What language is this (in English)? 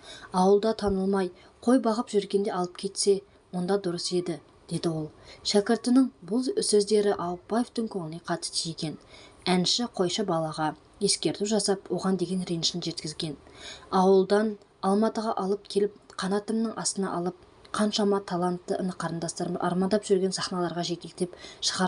Kazakh